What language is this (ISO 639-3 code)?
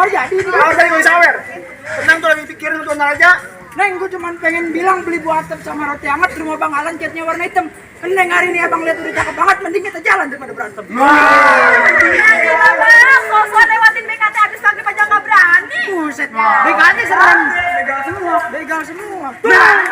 bew